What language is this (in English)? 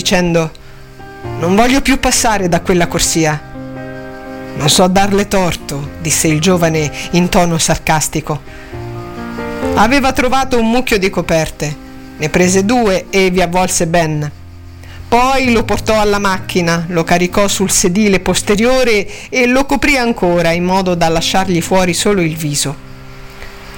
Italian